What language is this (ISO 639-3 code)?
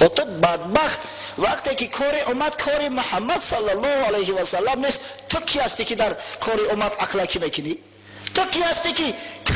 tgk